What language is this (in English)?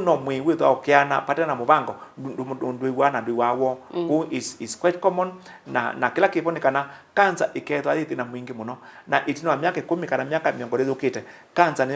Kamba